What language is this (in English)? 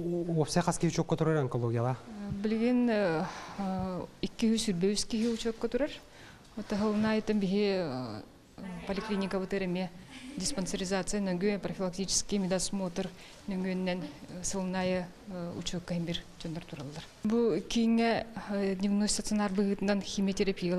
Yakut